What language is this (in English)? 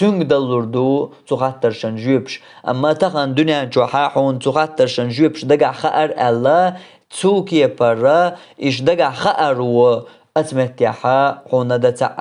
Chechen